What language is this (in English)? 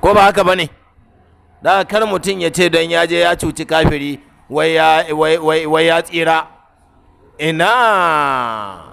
Hausa